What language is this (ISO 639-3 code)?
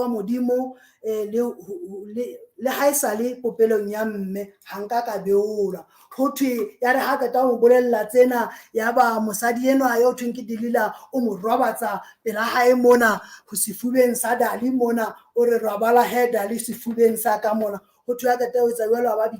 sot